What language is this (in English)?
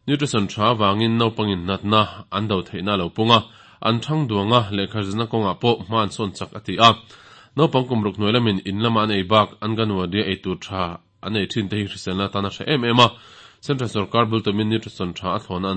Mizo